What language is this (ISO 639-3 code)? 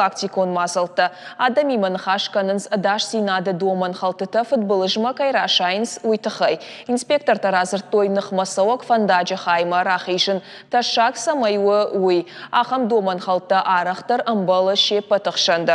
oss